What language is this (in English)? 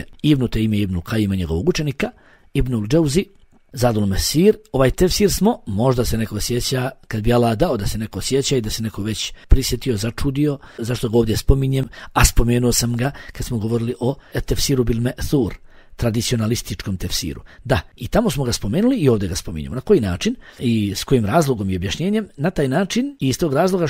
Bosnian